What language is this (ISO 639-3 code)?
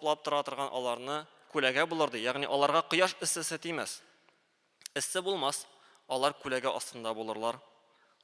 tat